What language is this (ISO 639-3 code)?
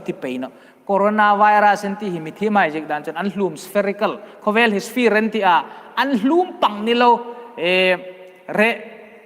hmr